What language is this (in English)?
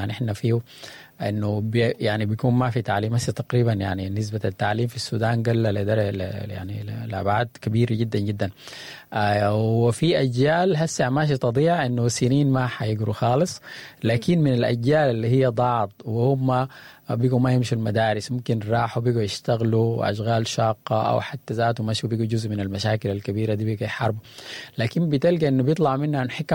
Sudanese Arabic